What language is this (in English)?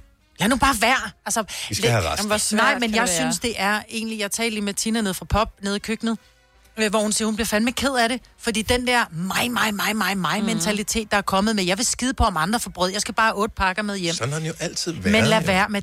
Danish